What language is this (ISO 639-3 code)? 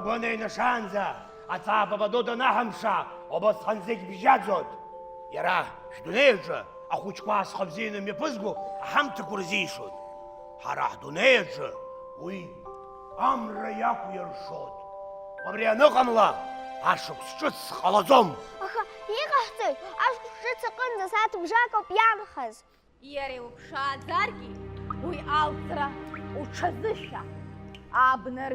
abk